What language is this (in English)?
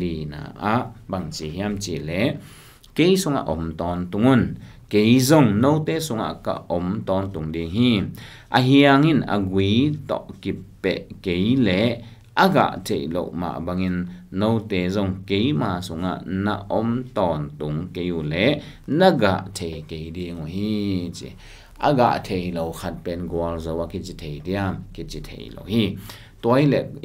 Tedim Chin